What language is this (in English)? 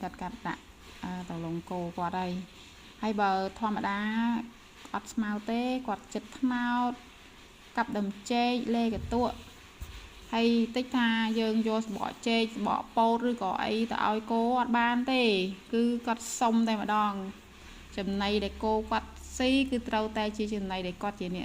Khmer